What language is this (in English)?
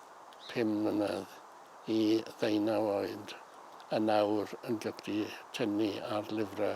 Welsh